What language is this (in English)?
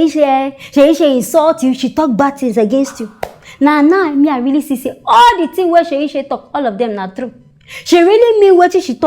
Nigerian Pidgin